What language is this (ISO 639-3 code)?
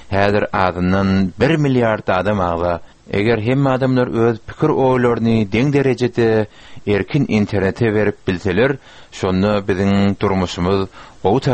tuk